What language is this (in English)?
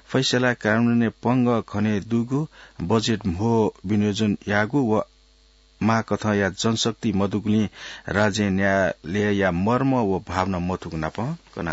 Newari